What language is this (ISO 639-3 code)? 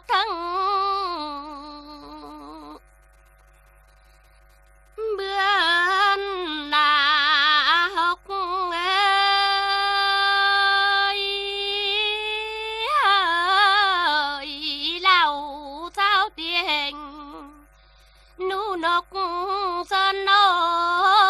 vie